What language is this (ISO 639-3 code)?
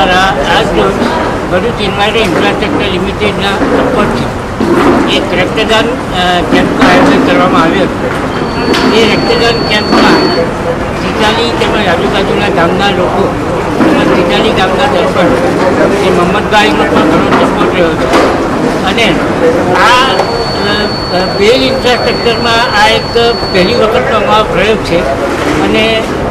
guj